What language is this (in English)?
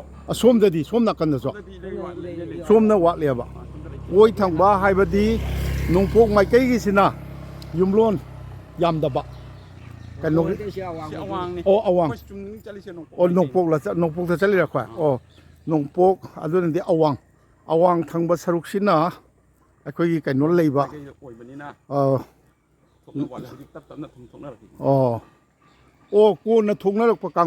Manipuri